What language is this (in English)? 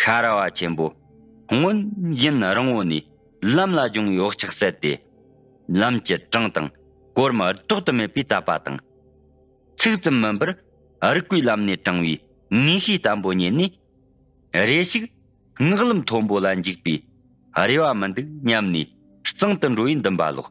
Tibetan